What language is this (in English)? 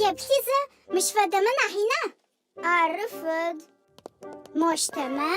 Adyghe